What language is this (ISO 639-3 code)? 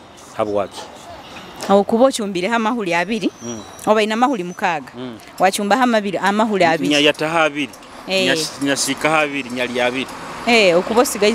nyo